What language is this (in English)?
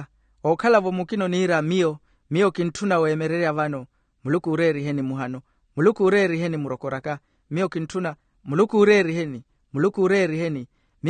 Makhuwa